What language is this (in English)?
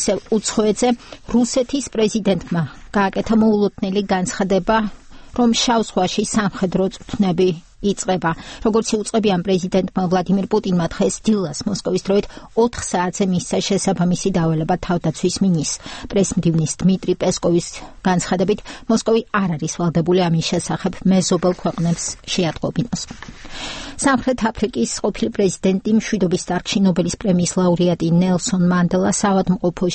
Georgian